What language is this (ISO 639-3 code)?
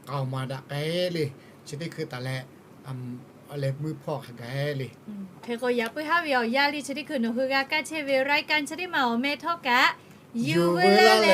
lhu